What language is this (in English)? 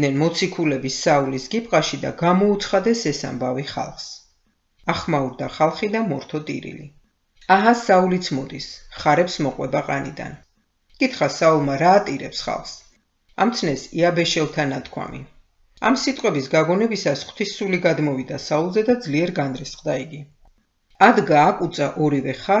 Georgian